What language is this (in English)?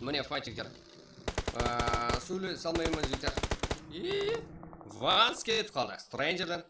Kara-Kalpak